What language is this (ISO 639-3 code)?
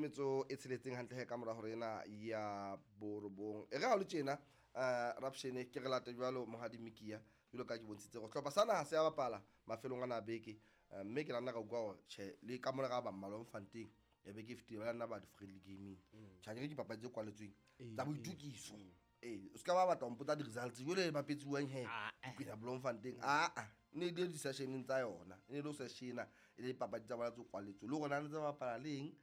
sot